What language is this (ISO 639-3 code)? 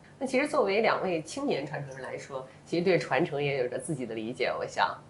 zho